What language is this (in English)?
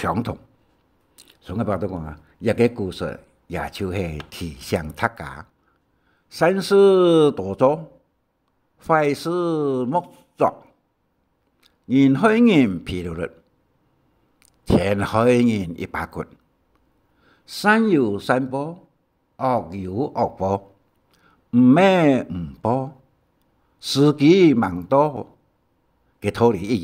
Hakka Chinese